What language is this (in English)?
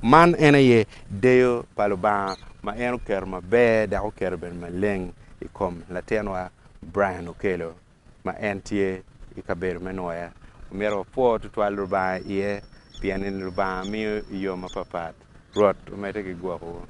Acoli